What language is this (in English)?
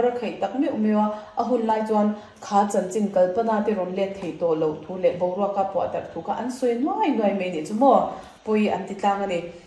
Mizo